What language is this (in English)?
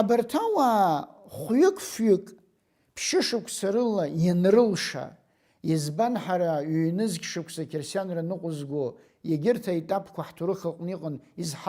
Abkhazian